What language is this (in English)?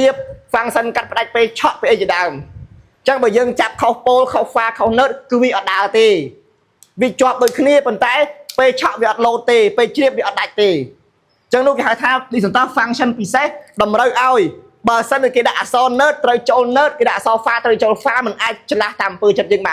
Khmer